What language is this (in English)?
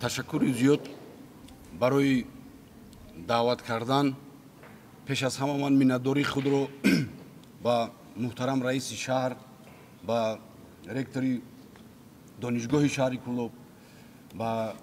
Tajik